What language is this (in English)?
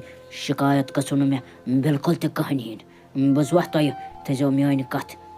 Kashmiri